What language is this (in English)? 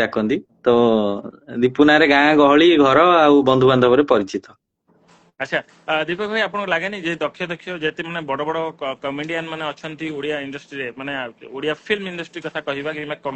Odia